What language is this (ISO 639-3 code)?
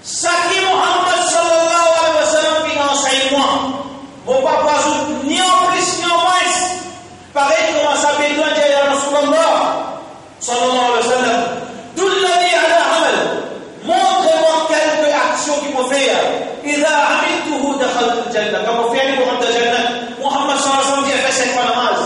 mfe